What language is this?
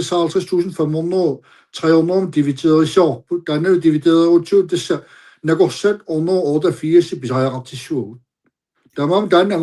Kalaallisut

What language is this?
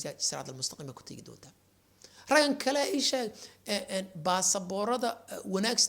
Somali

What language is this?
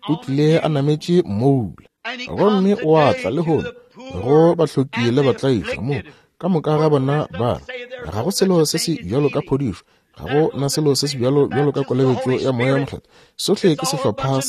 Northern Sotho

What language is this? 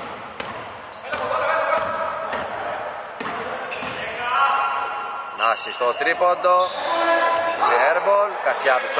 Greek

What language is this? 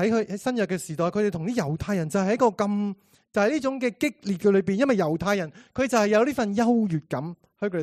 Cantonese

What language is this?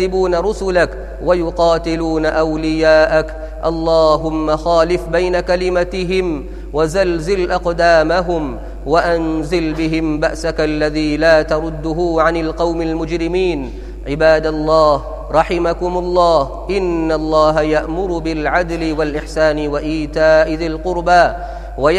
Arabic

